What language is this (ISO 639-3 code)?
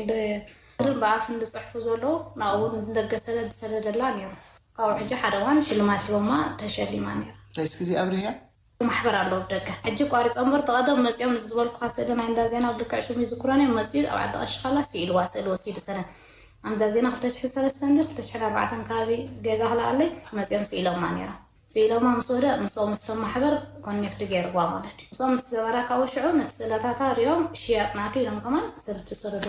tir